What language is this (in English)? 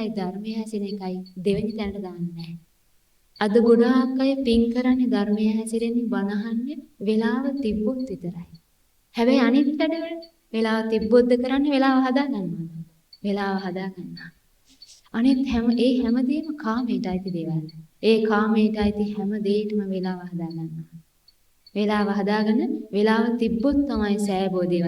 Sinhala